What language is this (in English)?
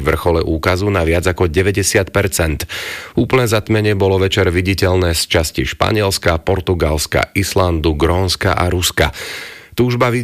Slovak